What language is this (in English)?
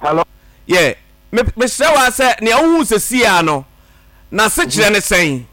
Akan